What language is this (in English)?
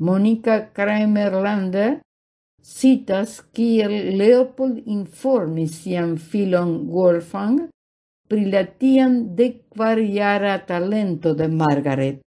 Esperanto